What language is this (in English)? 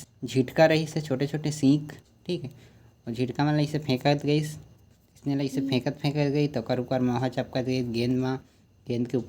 Chhattisgarhi